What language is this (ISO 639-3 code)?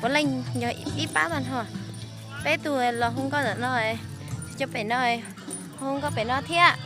hmn